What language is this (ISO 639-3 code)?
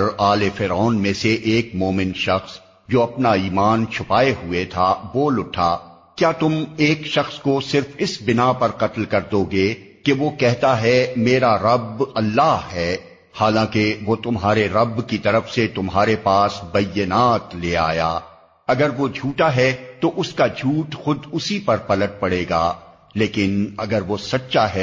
urd